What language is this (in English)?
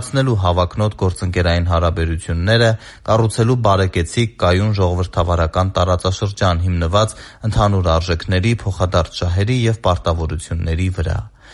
Armenian